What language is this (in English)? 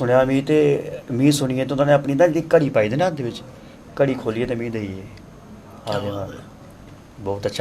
Dogri